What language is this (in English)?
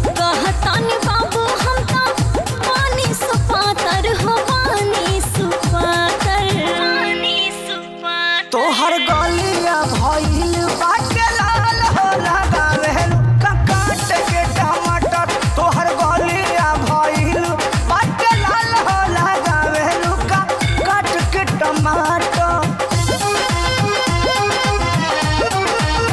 Bhojpuri